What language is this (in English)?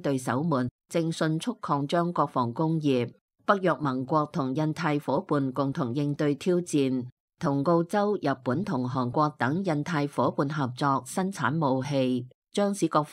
Cantonese